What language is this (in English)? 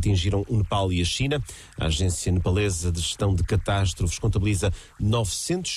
Portuguese